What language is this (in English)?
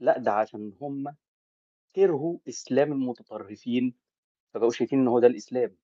Egyptian Arabic